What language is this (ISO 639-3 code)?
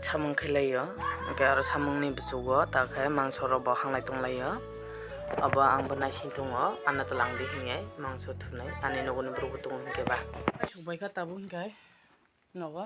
trp